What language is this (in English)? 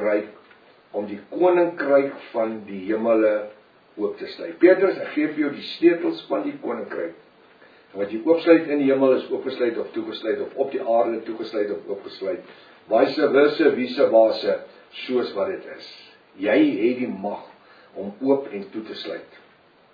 Afrikaans